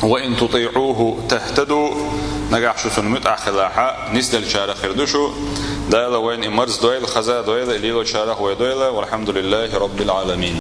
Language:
Chechen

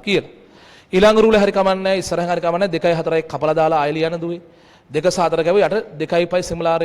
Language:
Sinhala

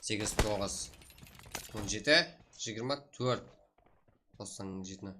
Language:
Kara-Kalpak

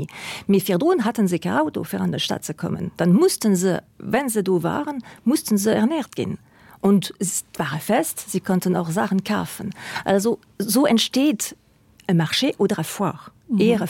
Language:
Luxembourgish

